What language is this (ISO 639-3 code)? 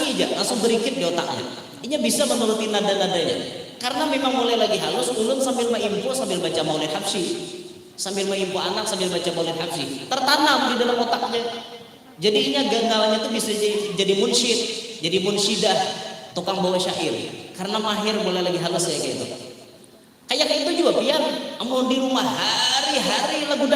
bjn